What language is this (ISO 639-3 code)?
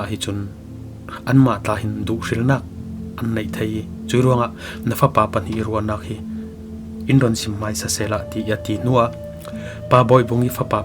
cfm